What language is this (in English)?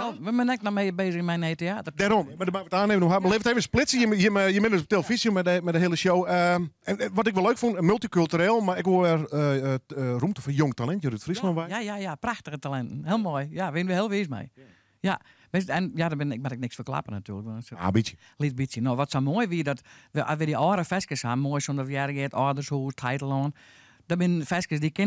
Western Frisian